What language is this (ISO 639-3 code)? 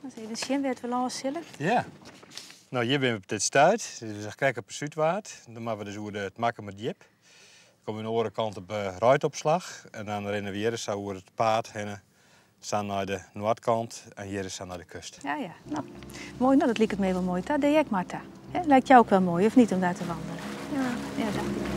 fry